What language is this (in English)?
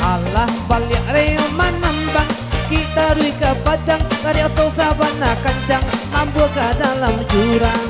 Minangkabau